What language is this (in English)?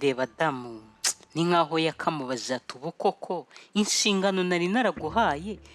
Kinyarwanda